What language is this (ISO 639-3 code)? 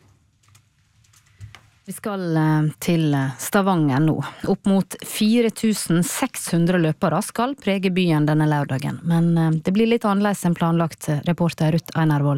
nor